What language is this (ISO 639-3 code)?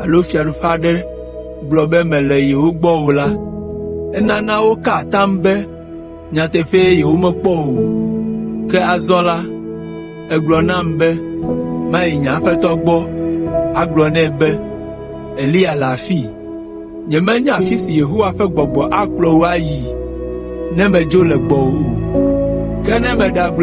ewe